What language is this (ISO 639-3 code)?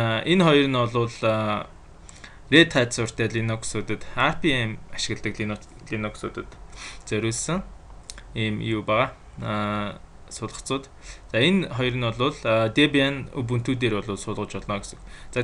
mon